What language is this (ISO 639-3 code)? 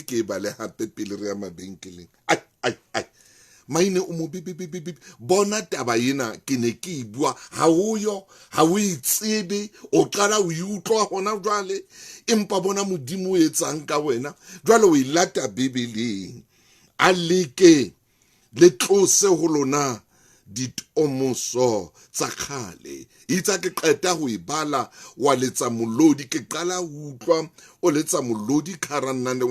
sot